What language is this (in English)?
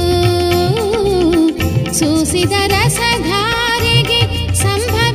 Kannada